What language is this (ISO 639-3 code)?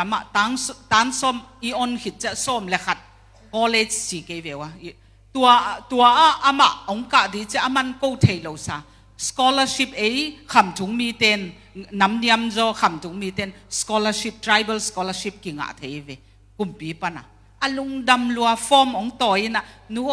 ctd